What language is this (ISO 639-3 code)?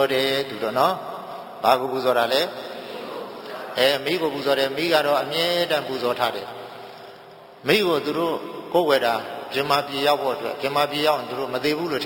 mya